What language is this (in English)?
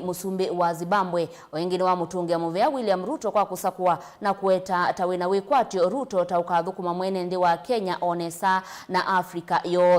Kamba